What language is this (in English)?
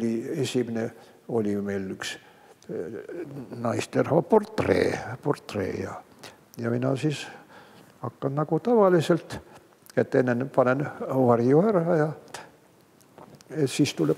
Estonian